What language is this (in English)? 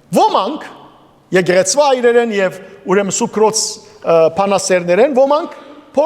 Western Armenian